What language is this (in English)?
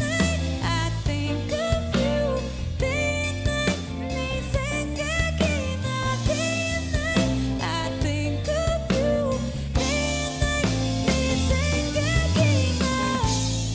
Korean